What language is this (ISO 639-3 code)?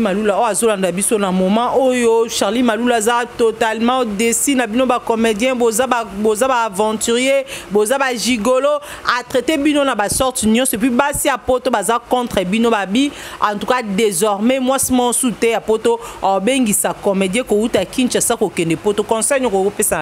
lin